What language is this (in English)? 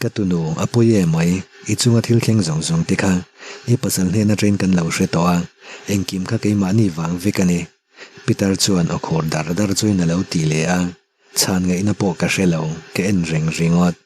Mizo